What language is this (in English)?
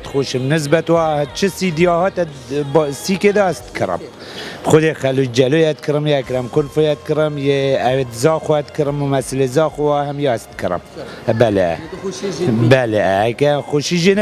Kurdish